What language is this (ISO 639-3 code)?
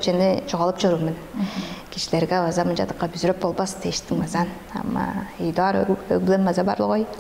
tyv